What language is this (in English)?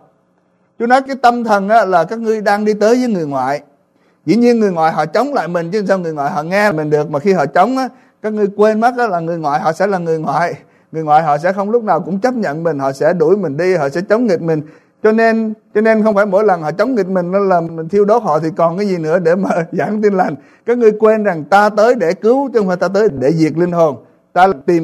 Vietnamese